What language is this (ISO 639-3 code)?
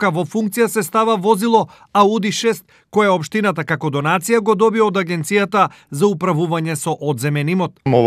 mkd